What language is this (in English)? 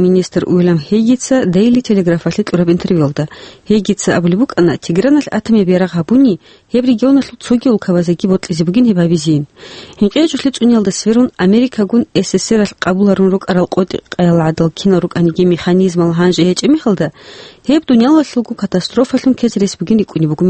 Avaric